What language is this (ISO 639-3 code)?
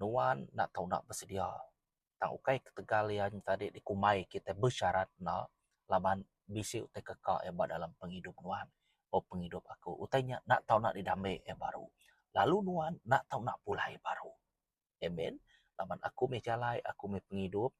iba